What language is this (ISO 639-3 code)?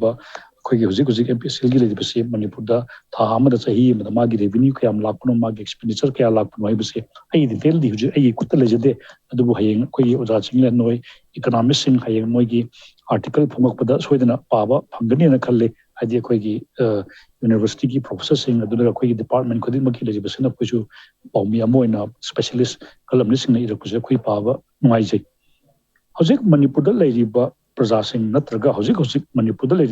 mni